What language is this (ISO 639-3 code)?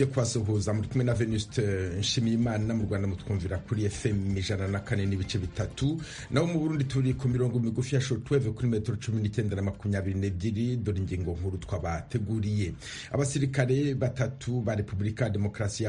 kin